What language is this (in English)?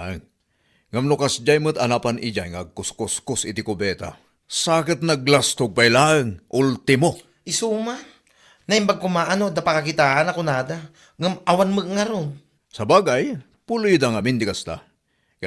Iloko